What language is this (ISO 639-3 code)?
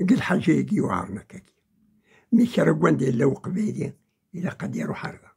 kab